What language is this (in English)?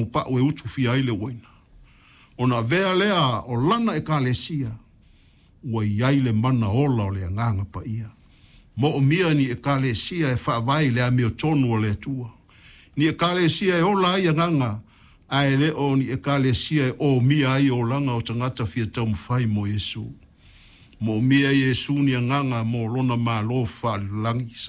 Samoan